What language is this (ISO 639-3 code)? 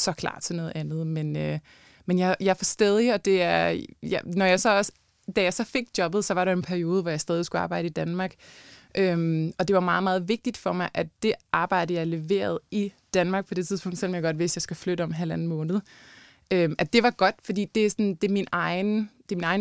dan